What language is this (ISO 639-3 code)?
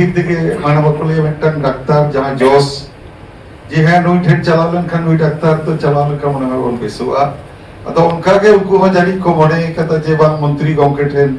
sat